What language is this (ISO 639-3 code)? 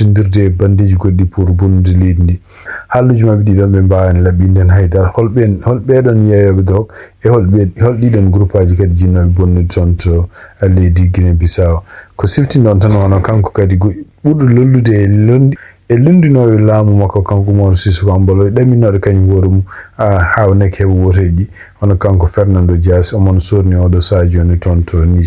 ful